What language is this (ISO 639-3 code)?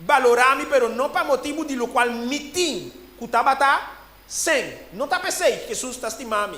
pap